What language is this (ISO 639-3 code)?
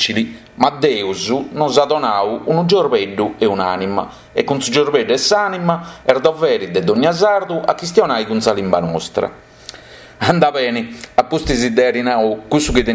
srd